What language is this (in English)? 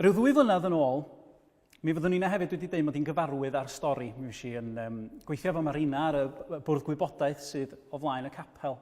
Welsh